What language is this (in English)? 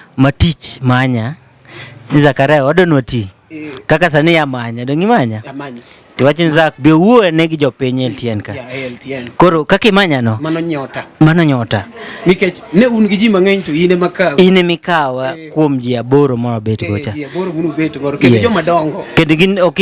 Luo (Kenya and Tanzania)